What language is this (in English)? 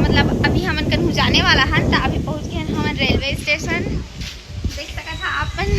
Chhattisgarhi